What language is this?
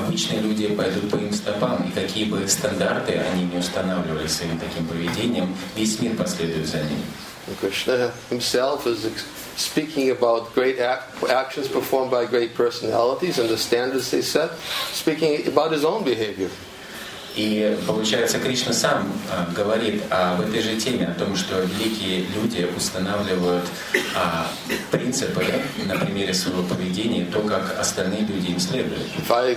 Russian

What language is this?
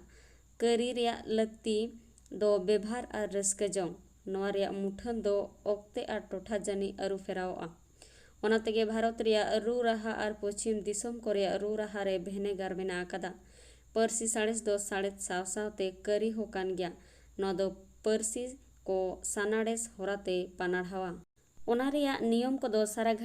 Santali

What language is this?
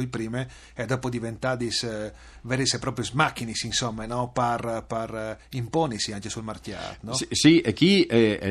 Friulian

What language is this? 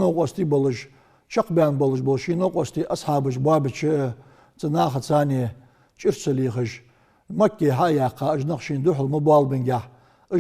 Ingush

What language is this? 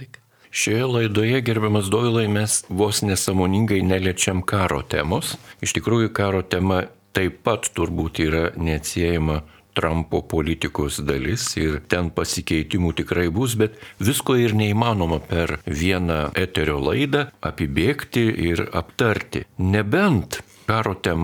Lithuanian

